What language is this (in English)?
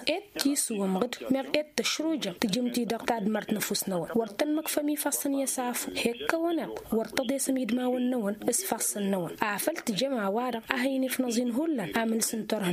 Tamasheq